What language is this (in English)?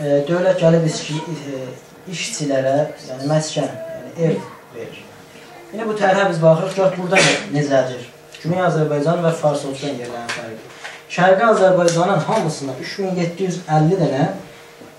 South Azerbaijani